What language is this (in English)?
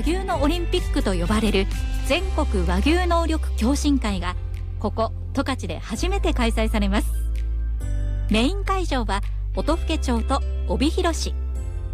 Japanese